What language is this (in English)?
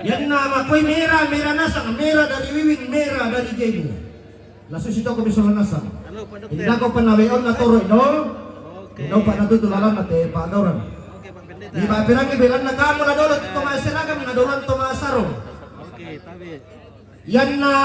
Toraja-Sa'dan